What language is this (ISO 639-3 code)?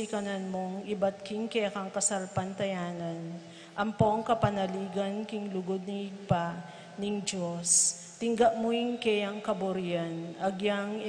pam